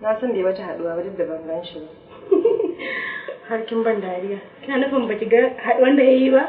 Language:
Hausa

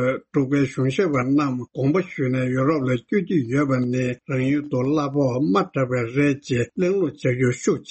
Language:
Tibetan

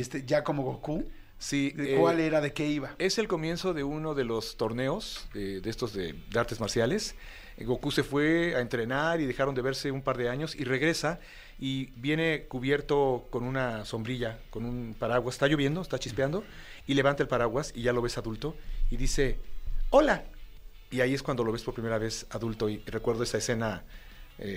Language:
Spanish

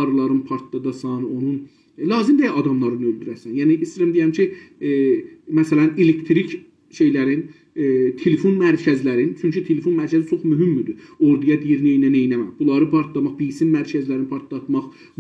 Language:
South Azerbaijani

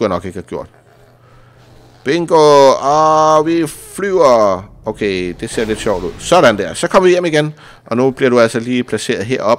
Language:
Danish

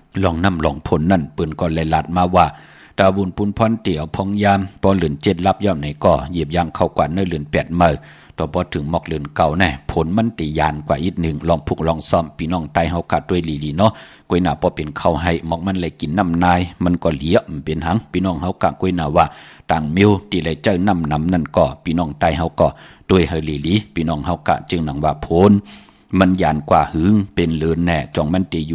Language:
Shan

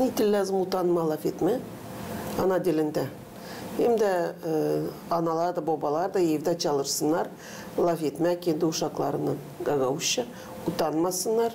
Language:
Gagauz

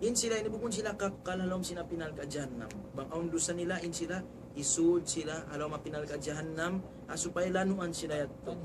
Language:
Tausug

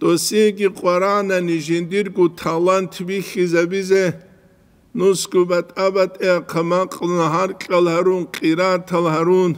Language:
Avaric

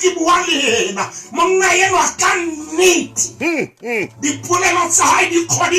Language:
Southern Sotho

